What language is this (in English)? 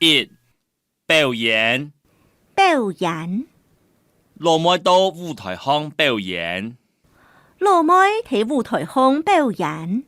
Hakka Chinese